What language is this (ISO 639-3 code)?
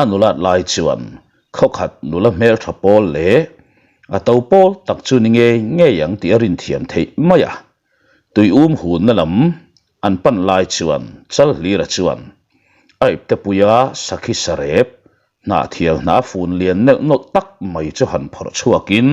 lus